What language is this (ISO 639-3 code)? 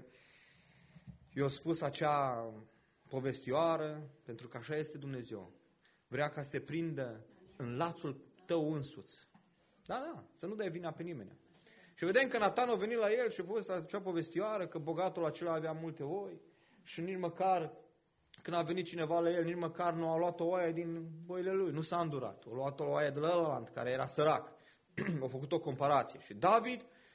ron